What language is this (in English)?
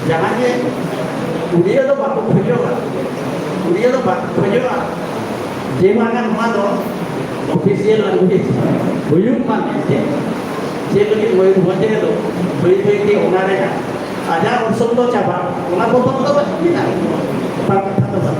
Santali